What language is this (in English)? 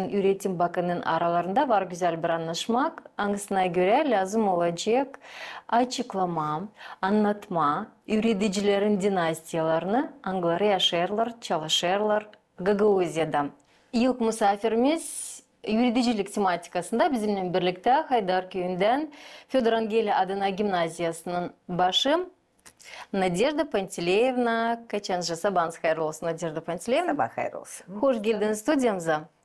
Gagauz